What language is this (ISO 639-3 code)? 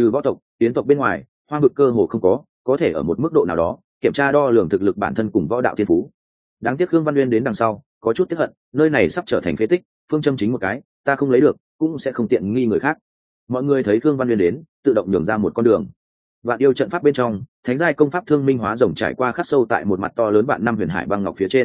vie